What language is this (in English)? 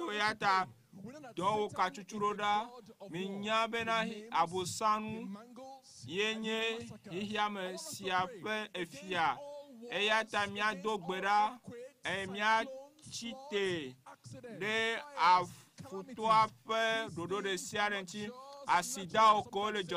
Ewe